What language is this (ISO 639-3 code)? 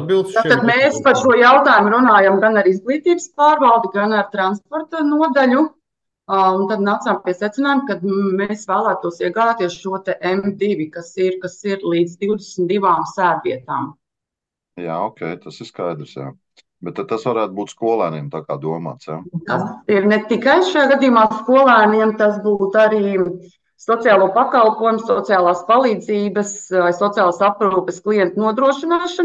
lav